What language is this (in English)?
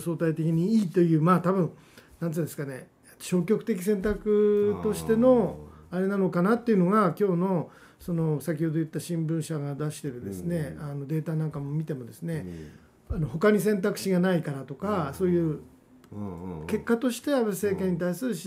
Japanese